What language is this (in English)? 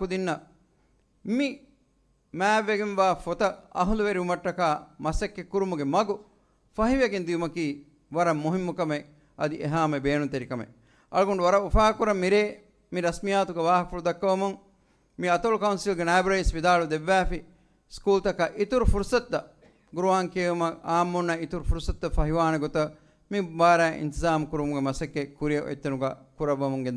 Divehi